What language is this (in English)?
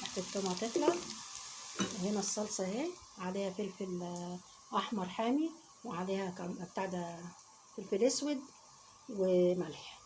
Egyptian Arabic